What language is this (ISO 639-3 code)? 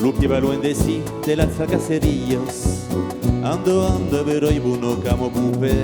oci